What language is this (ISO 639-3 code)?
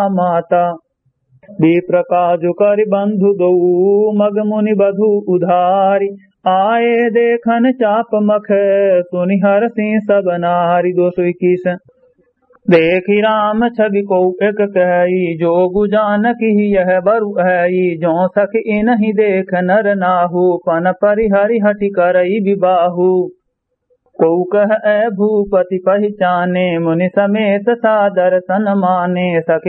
awa